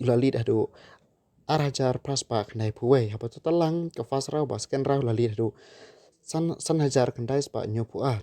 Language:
Khasi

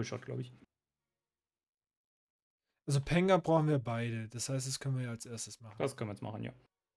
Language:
German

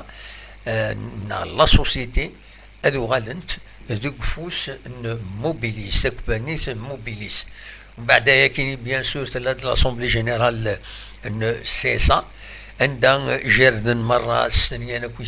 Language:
Kabyle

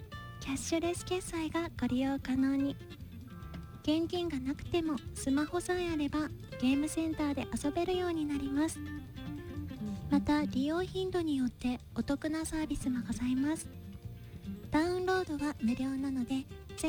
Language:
Japanese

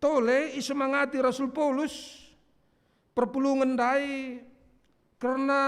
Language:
Batak Karo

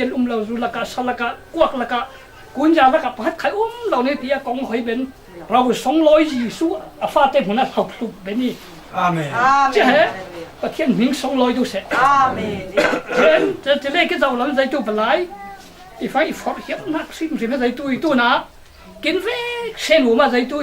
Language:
Falam Chin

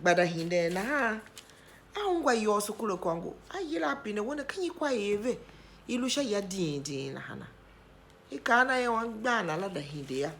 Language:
Tiv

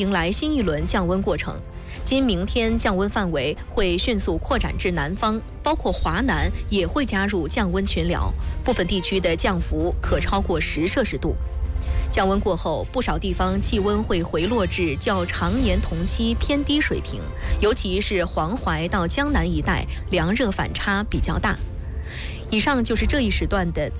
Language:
Chinese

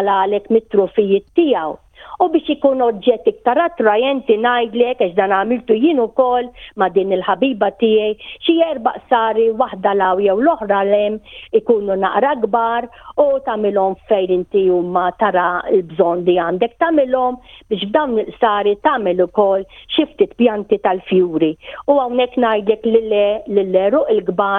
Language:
Maltese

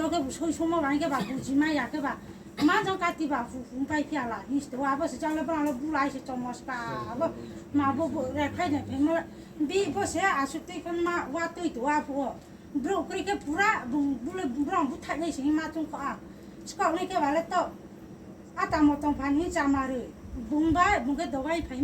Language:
Riang (India)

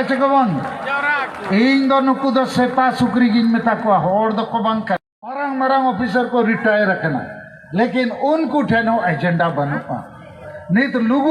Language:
Santali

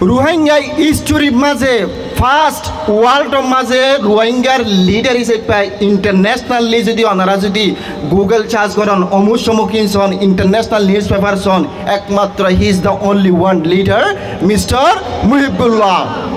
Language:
Rohingya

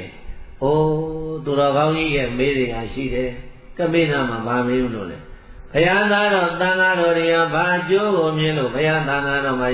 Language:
Burmese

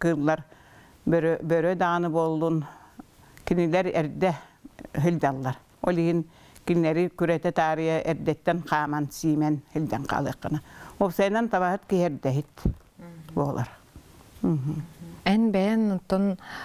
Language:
Yakut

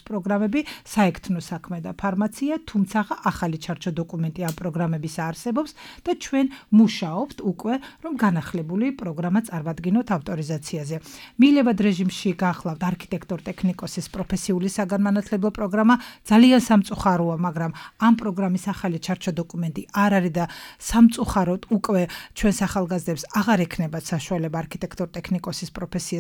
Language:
Georgian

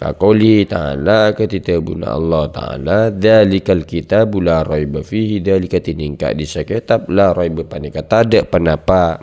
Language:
Madurese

